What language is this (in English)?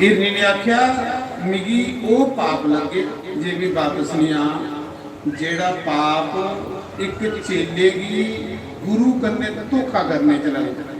Dogri